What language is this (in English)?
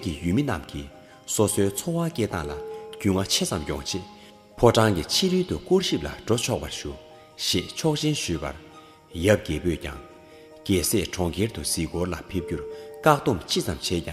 Tibetan